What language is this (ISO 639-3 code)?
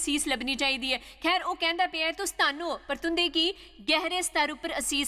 doi